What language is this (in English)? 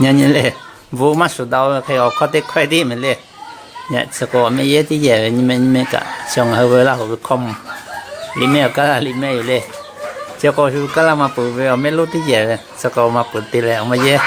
Lahu